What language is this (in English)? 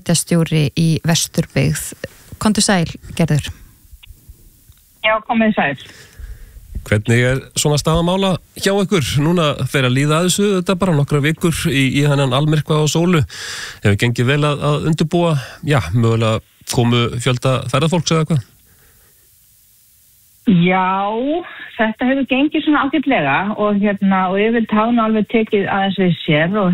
Icelandic